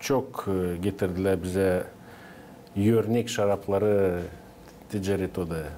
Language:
Gagauz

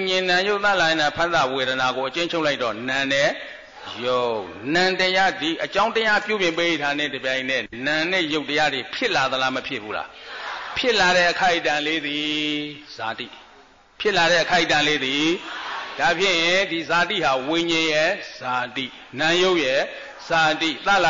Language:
Burmese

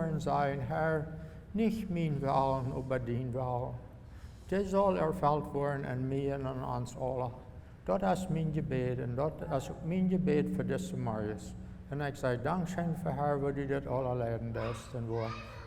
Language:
Plautdietsch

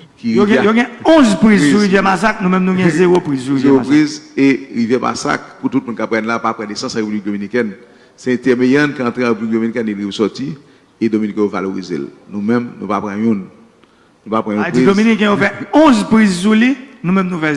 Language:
Haitian Creole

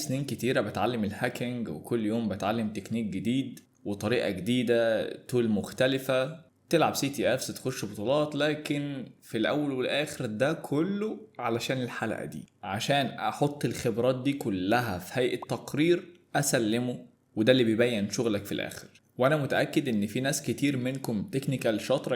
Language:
Egyptian Arabic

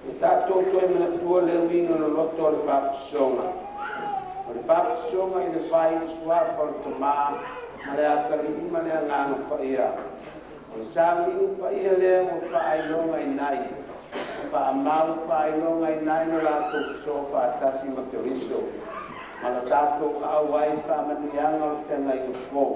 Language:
Samoan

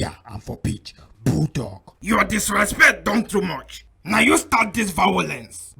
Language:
Nigerian Pidgin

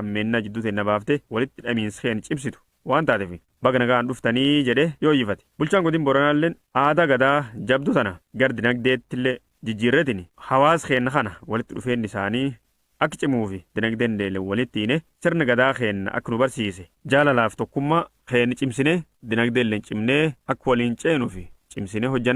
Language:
Oromo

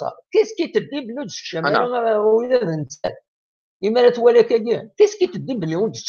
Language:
Kabyle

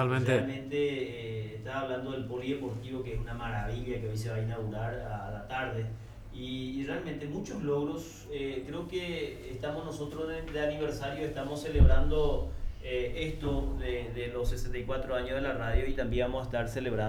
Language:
Spanish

